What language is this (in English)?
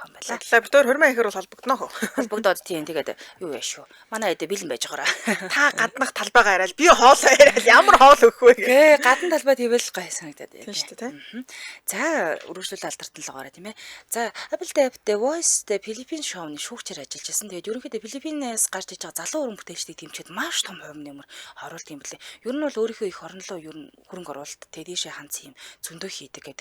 Mongolian